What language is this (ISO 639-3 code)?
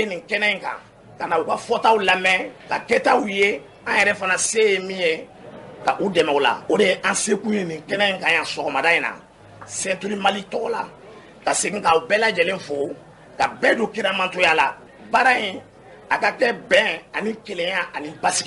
bam